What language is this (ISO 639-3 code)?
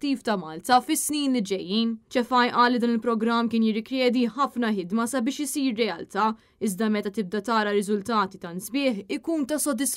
mlt